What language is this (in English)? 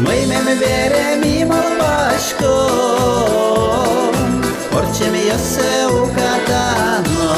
Udmurt